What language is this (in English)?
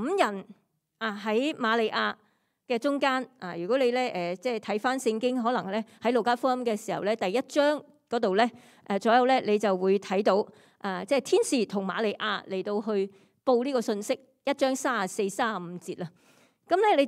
Cantonese